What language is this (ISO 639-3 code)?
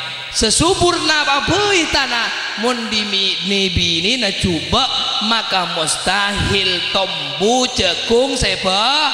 mad